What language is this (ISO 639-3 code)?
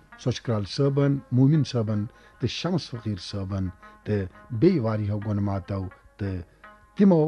kas